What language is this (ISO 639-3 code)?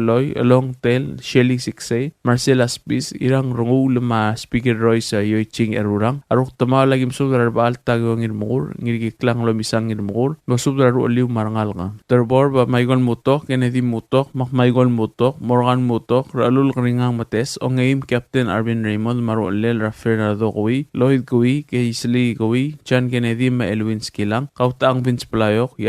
pau